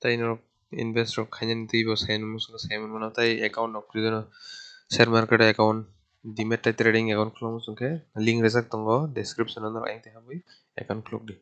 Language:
Kok Borok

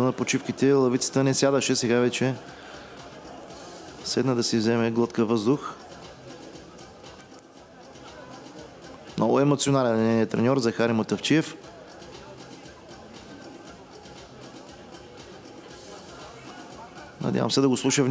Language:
Bulgarian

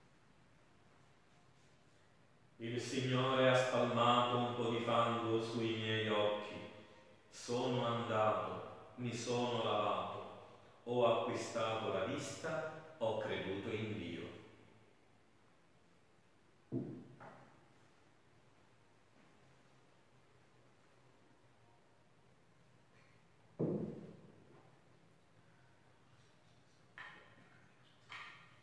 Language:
Italian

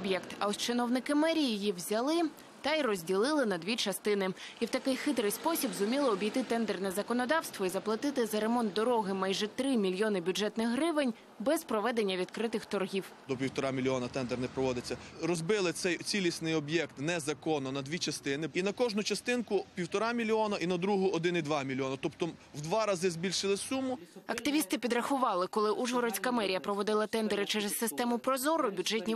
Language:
Ukrainian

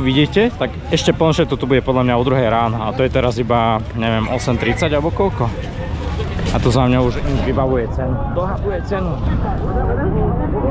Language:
Slovak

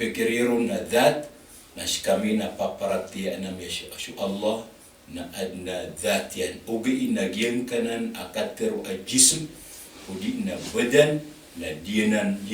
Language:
Maranao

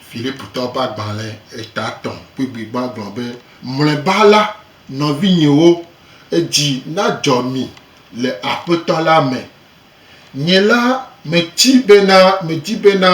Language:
Gen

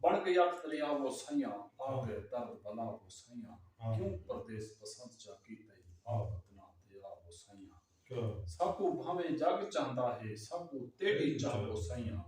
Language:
Saraiki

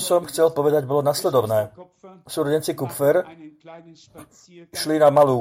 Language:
Slovak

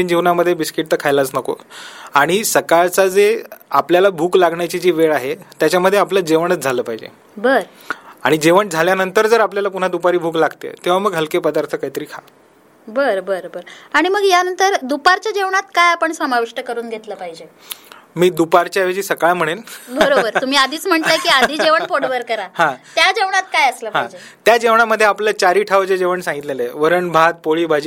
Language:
Marathi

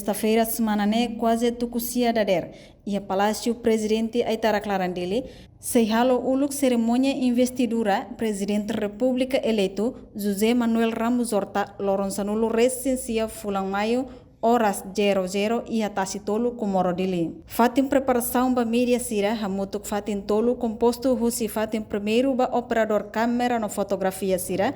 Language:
Tetum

